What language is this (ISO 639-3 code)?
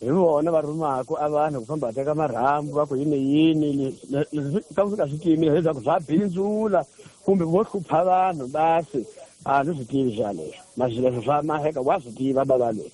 tso